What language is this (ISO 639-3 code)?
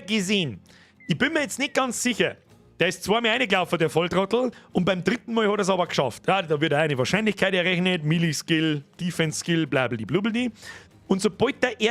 bar